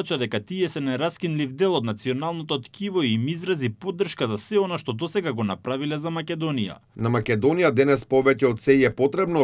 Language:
Macedonian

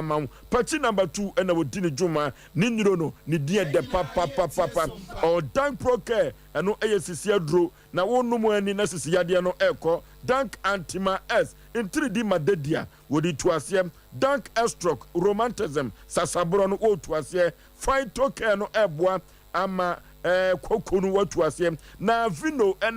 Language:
Akan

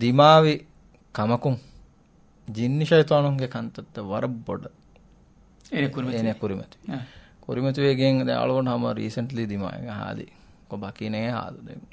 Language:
Divehi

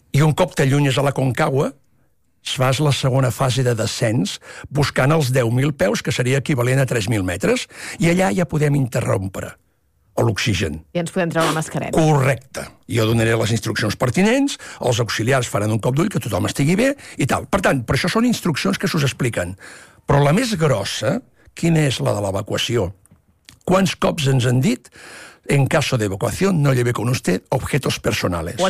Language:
Catalan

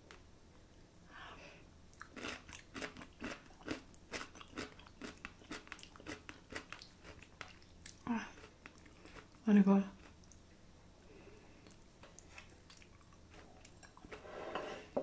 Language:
Danish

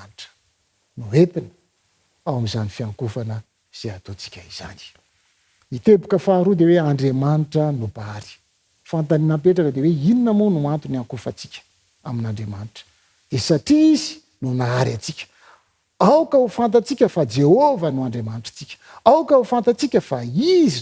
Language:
Malagasy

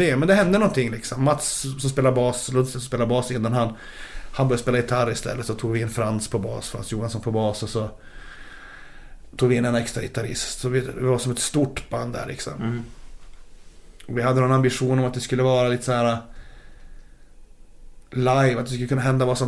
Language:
Swedish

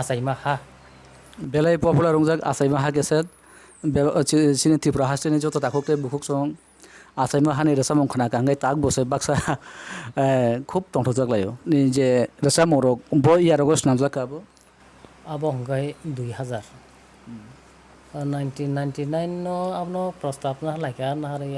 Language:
Kok Borok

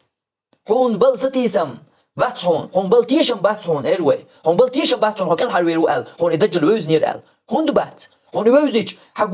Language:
Chechen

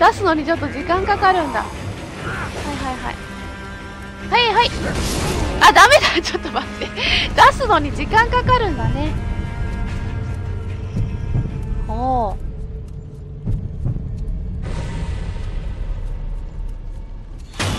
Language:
Japanese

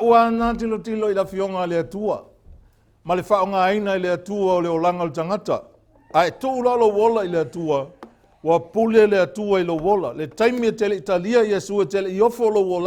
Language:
Samoan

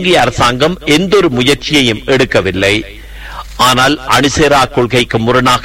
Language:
Tamil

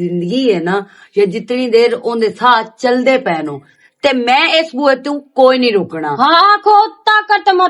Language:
Western Panjabi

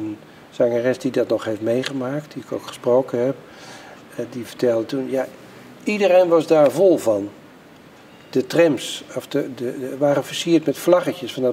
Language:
Dutch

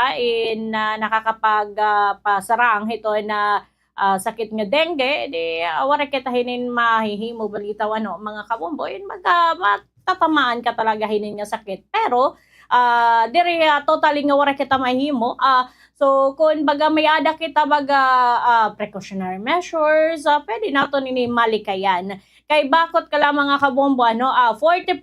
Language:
Waray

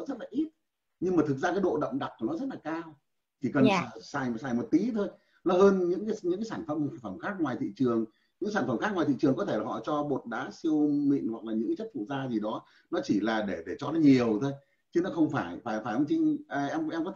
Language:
Vietnamese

